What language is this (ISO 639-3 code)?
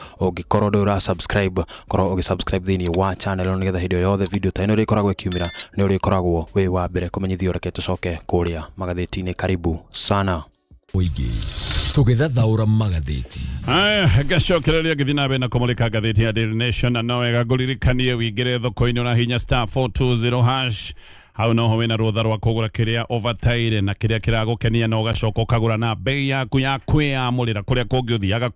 kik